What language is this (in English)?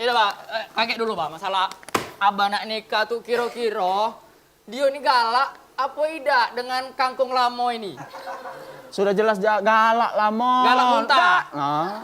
Musi